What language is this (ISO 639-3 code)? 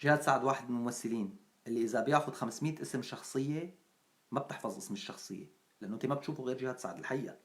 apc